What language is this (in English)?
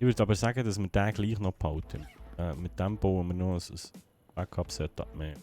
Swiss German